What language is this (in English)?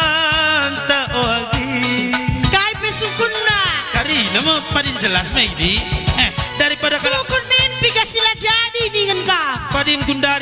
Batak Karo